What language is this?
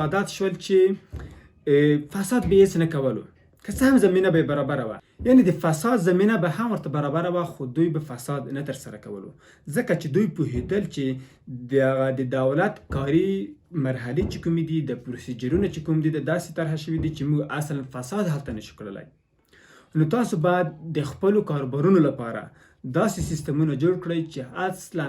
Pashto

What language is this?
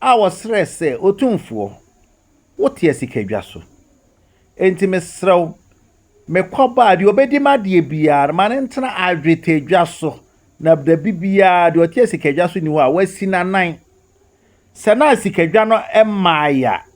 Akan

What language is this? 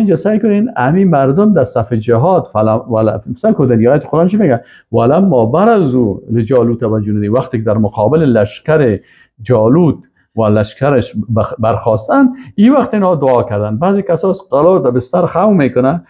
Persian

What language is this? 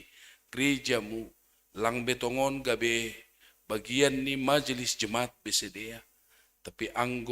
Batak Simalungun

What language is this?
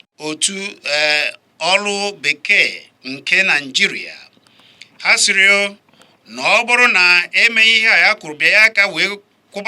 Igbo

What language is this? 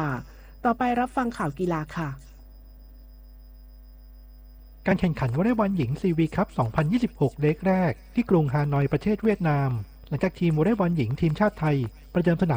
Thai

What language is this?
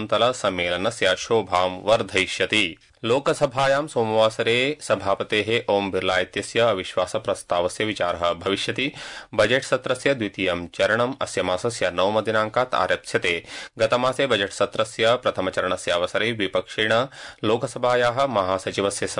Sanskrit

